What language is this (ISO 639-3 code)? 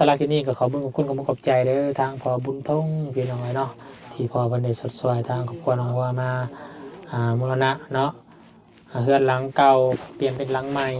lao